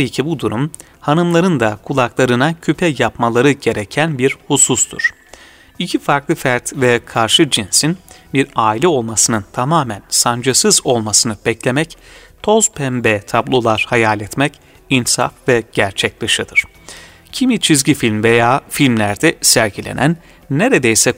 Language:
Turkish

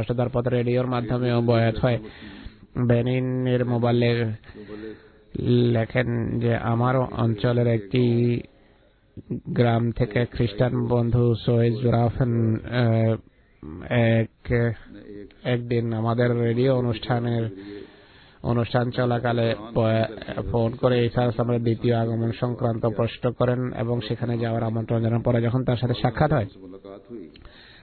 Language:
Bangla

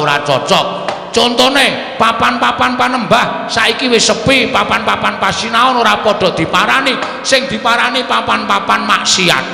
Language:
Javanese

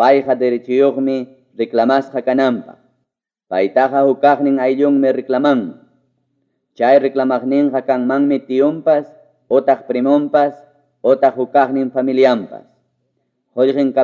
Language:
Ayacucho Quechua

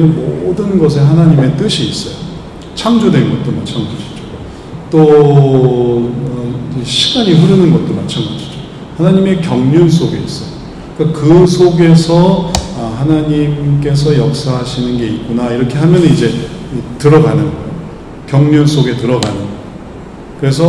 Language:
Korean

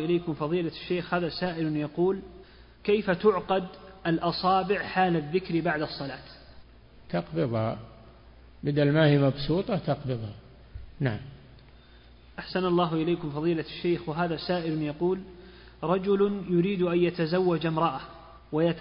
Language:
Arabic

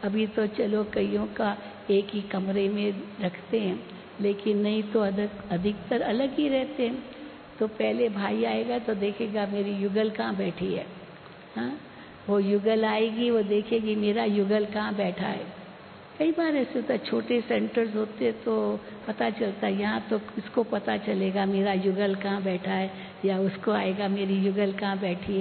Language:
Hindi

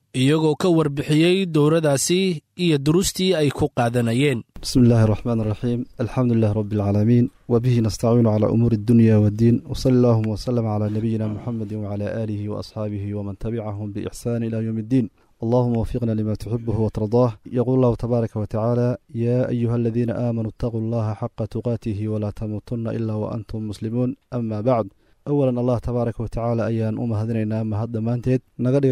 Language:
Somali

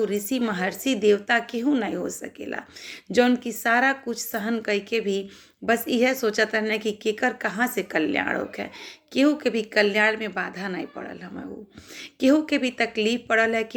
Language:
Bhojpuri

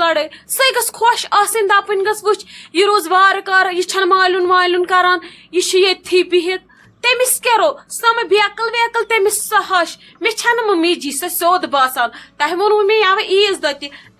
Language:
Kashmiri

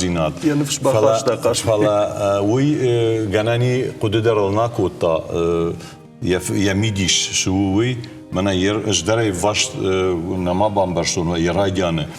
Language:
Ossetic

